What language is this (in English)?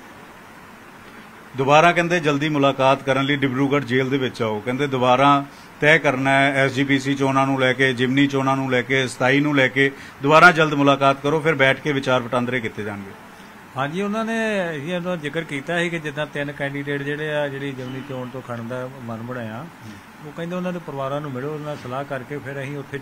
Punjabi